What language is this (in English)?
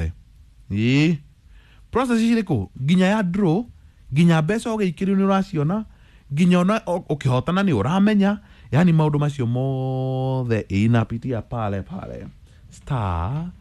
Kikuyu